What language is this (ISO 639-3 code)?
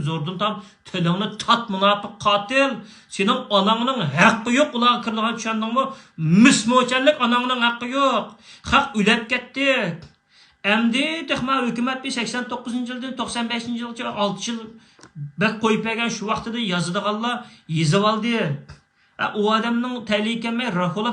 uig